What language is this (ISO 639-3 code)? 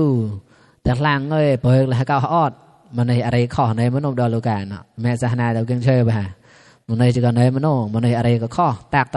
mnw